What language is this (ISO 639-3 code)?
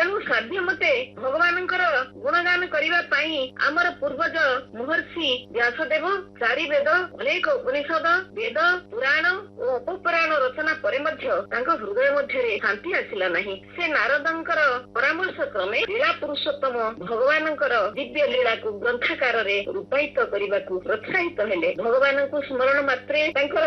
ori